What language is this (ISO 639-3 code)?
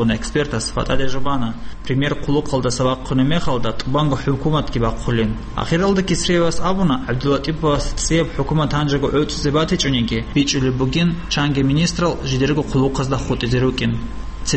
ava